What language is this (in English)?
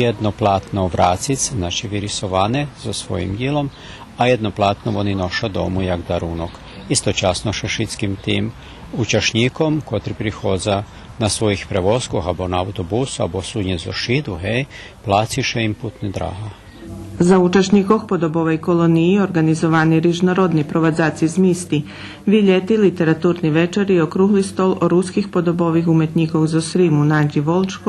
Rusyn